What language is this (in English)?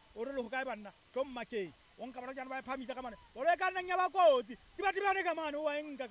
Southern Sotho